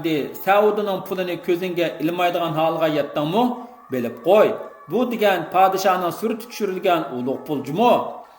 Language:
Uyghur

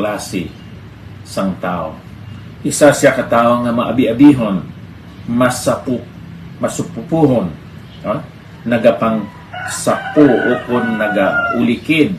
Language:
Hiligaynon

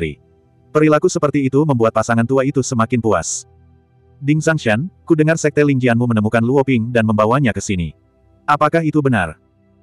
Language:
Indonesian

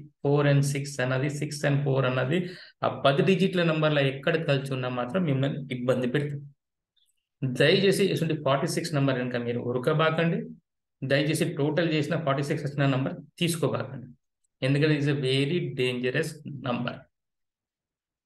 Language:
Telugu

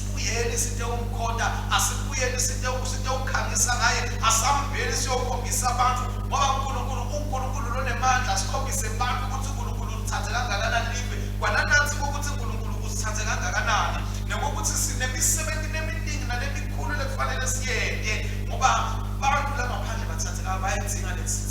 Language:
Swati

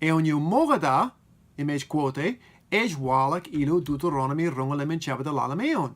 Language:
Marshallese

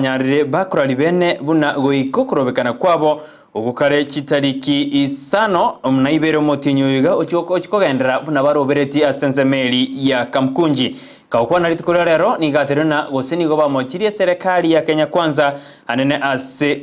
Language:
Gusii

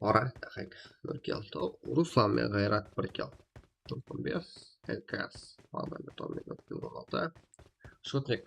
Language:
Kara-Kalpak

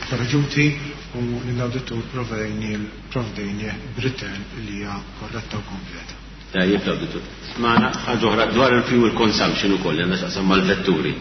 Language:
Maltese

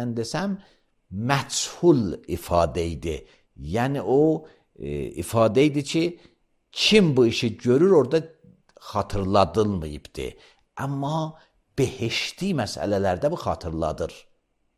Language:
Azerbaijani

